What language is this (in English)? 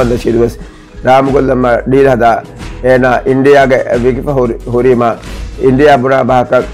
Divehi